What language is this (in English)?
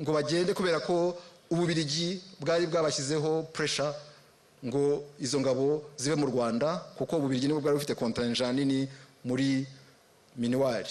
Kinyarwanda